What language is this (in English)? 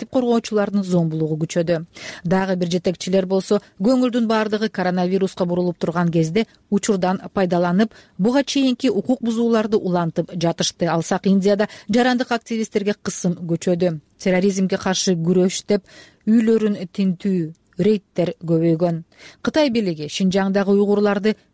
Kyrgyz